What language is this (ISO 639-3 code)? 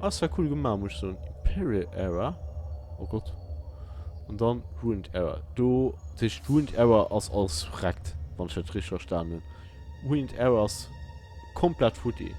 ltz